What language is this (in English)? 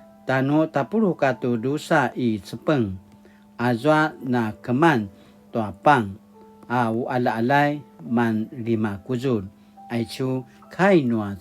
Paiwan